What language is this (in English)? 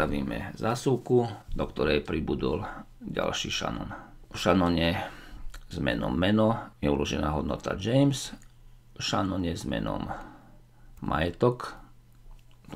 Slovak